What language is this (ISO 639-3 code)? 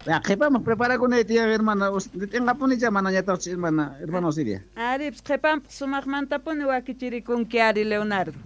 quh